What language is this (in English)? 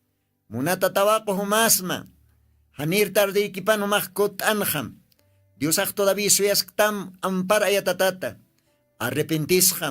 Aymara